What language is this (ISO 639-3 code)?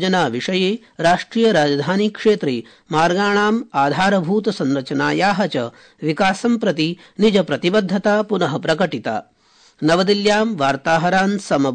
san